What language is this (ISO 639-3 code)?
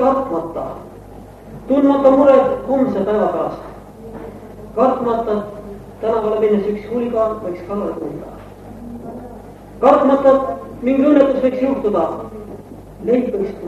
est